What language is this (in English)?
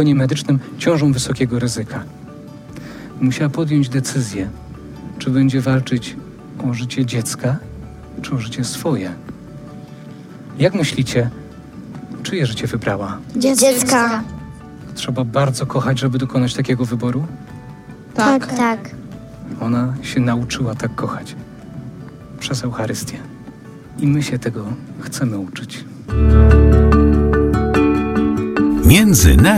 Polish